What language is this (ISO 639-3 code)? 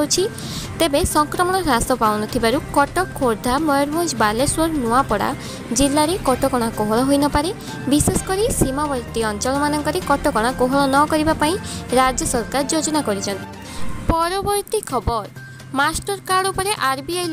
ori